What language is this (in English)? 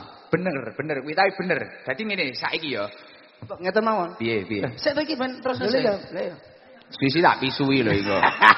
Javanese